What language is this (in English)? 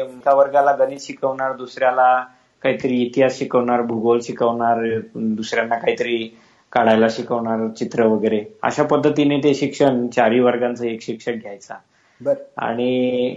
Marathi